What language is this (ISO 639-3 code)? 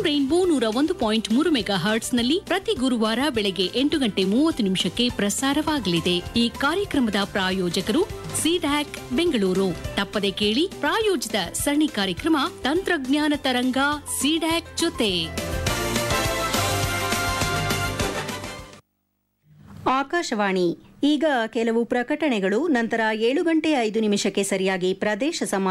kan